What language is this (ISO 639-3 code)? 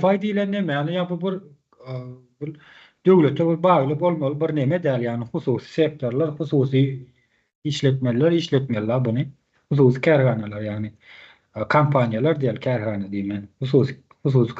tuk